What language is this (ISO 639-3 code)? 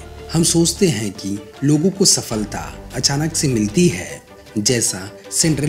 hin